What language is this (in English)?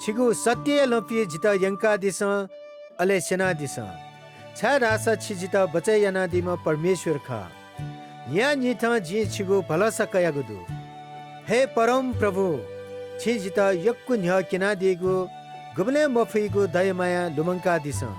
Newari